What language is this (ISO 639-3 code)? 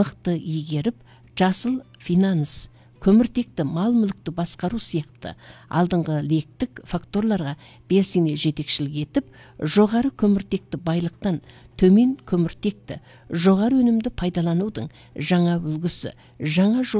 kaz